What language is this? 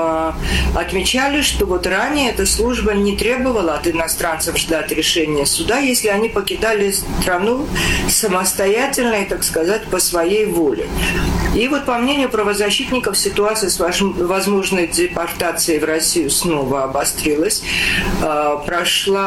Russian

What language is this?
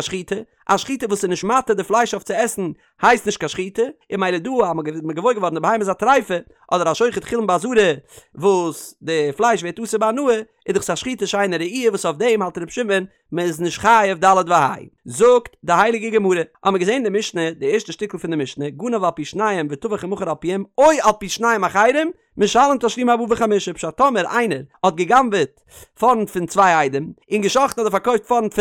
Yiddish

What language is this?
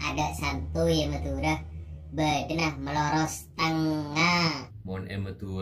Madurese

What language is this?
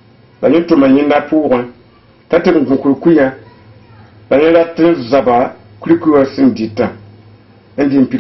Mossi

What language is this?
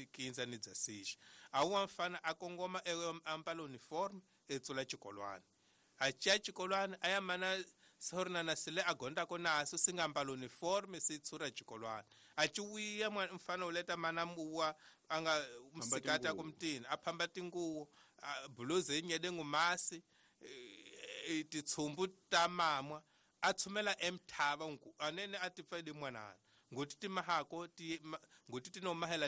Tsonga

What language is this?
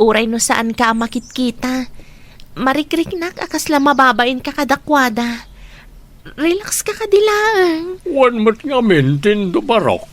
Iloko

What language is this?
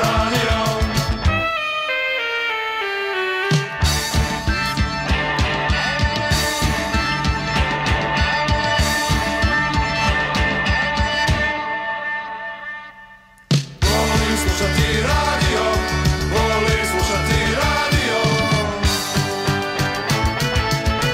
Croatian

